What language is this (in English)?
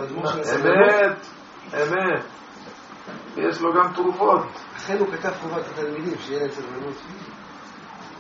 Hebrew